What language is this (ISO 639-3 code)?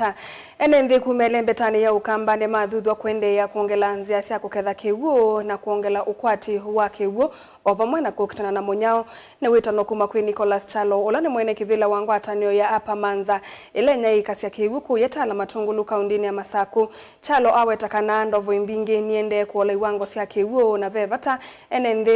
kam